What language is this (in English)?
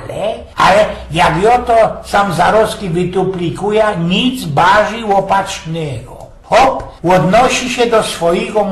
Silesian